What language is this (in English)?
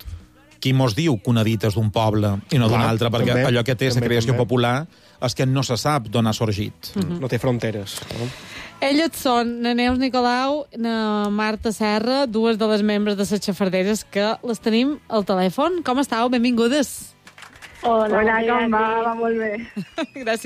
Catalan